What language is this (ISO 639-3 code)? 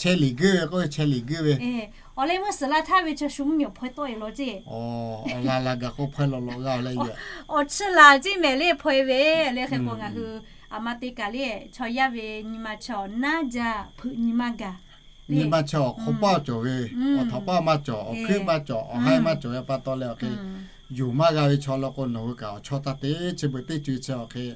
lhu